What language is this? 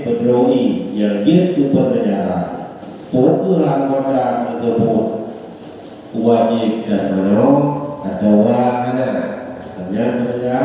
Achinese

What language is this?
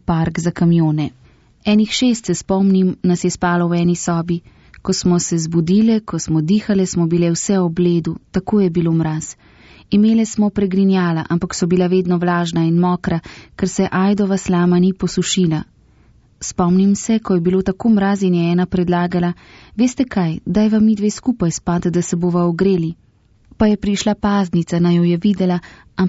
Slovenian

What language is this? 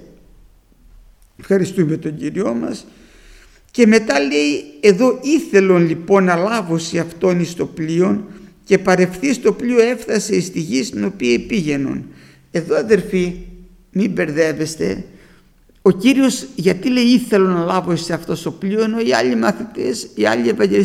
Greek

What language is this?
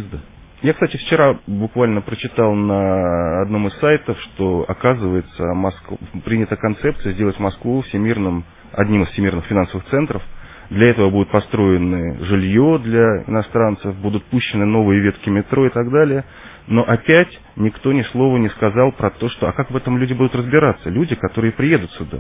Russian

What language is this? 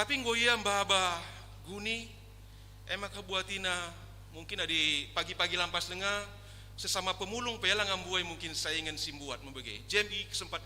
Batak Karo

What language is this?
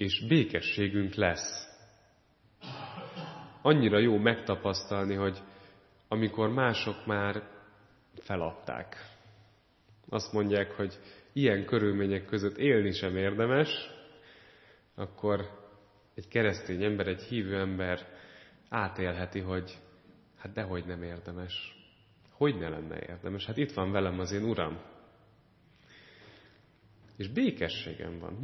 Hungarian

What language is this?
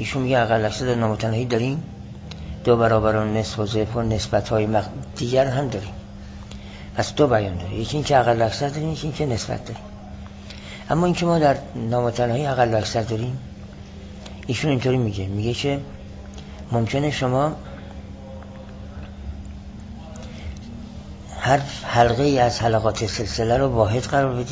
Persian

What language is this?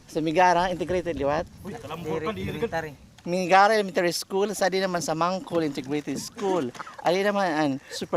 Waray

